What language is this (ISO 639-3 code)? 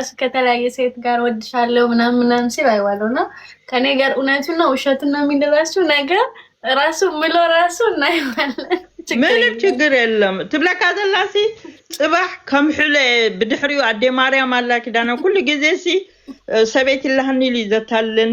amh